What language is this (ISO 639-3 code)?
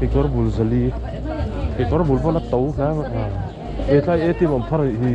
lus